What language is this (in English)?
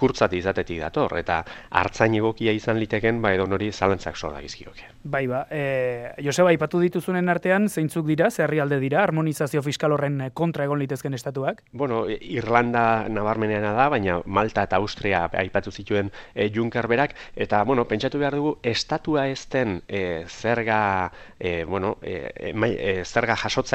Basque